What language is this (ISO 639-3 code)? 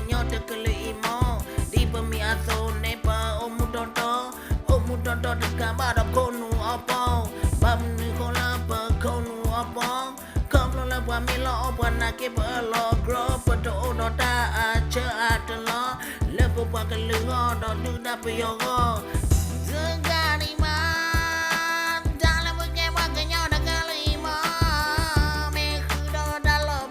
ksw